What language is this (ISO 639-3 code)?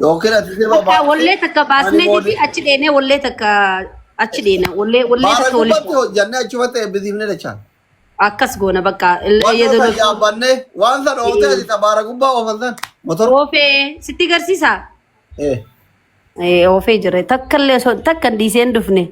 orm